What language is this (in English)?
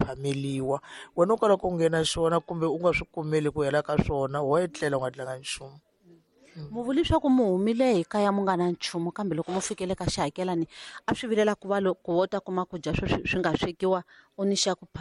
Tsonga